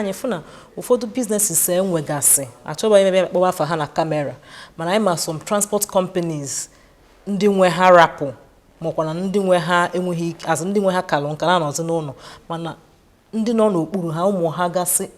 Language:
Igbo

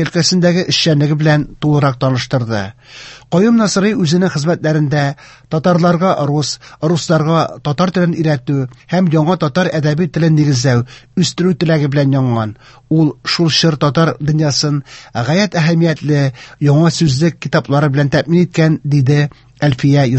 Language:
Tatar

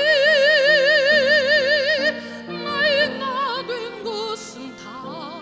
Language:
Korean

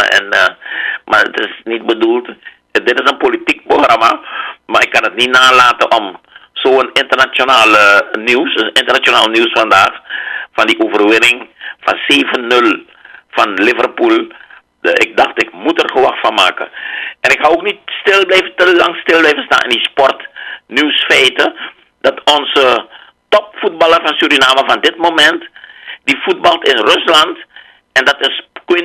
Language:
Dutch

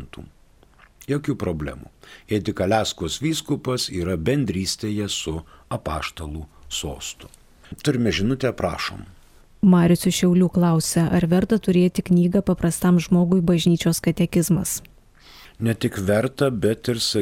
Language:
Lithuanian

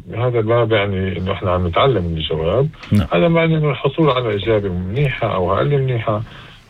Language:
North Levantine Arabic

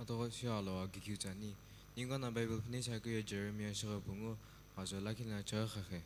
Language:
Sumi Naga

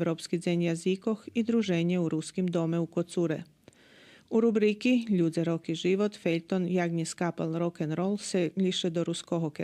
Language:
Rusyn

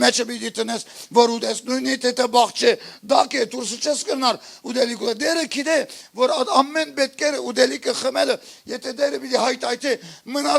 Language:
Western Armenian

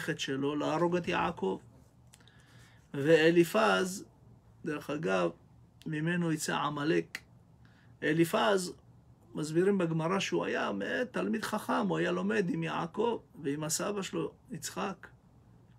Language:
Hebrew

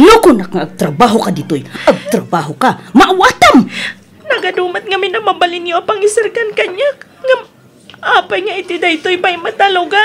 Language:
Iloko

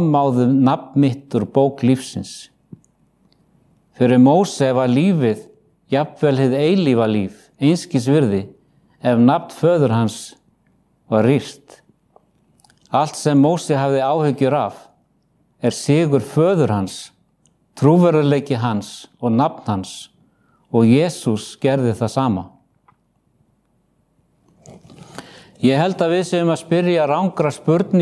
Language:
Icelandic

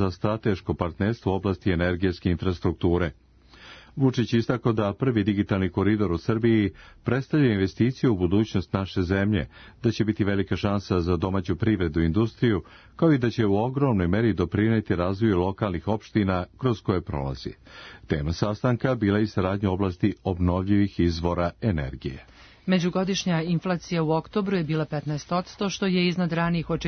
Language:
Serbian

